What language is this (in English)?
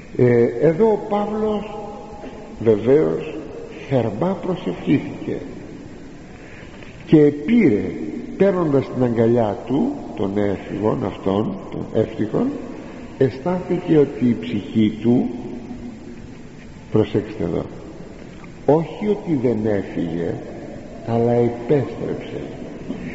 Greek